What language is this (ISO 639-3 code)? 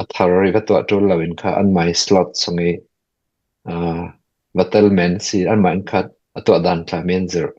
cfm